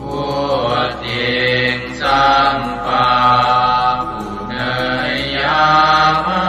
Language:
Pali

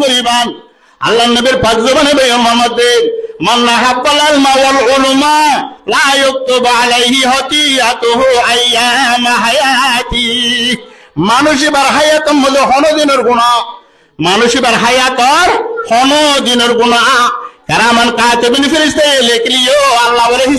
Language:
Rohingya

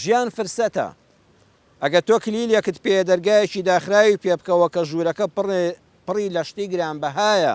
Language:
Central Kurdish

